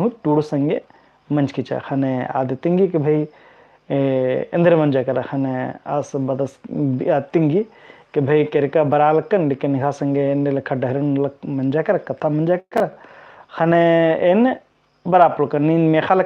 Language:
Kurukh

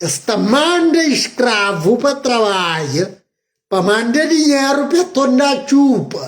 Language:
Kabuverdianu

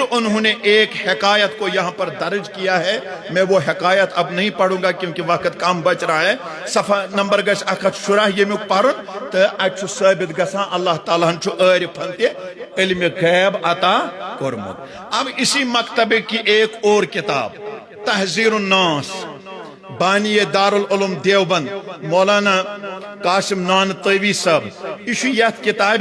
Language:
Kashmiri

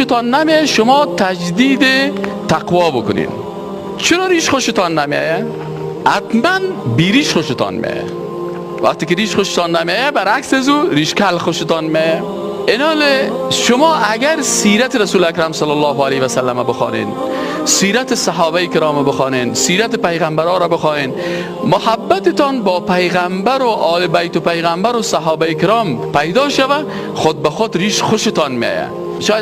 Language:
Persian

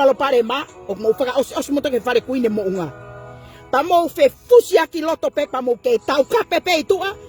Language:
Tongan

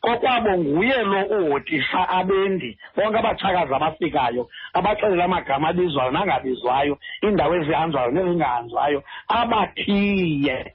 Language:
Xhosa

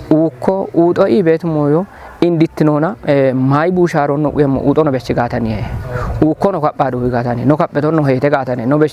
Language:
Kafa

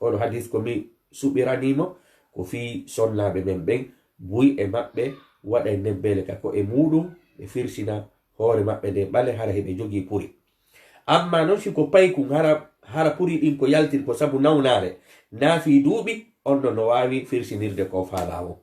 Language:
Fula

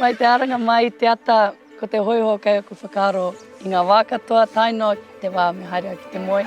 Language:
Māori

